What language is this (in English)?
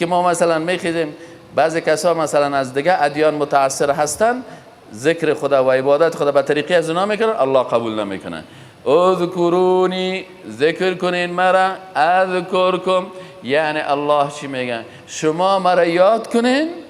Persian